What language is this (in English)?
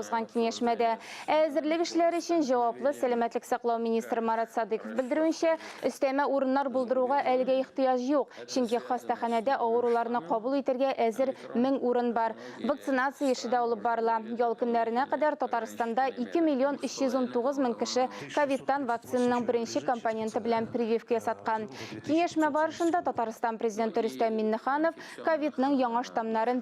Tatar